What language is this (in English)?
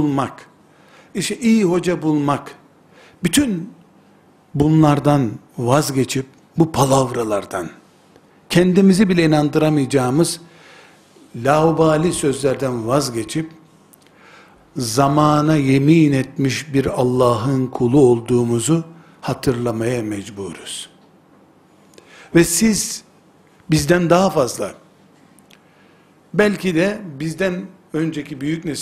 Turkish